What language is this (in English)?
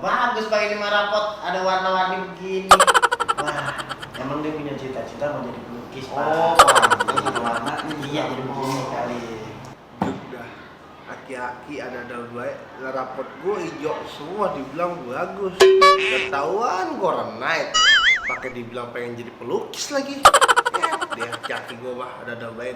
Betawi